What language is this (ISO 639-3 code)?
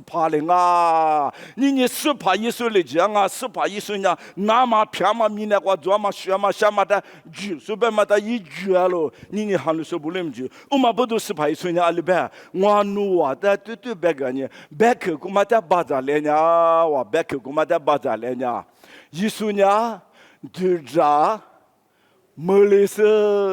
lis